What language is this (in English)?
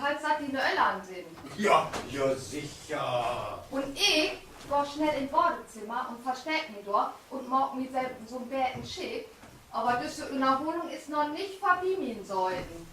Low German